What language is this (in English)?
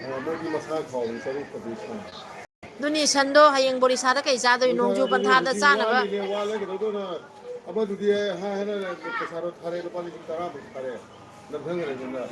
Manipuri